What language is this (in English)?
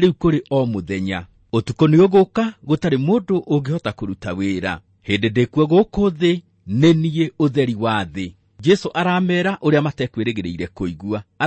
Kikuyu